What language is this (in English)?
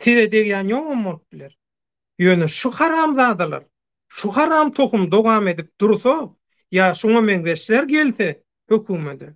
Turkmen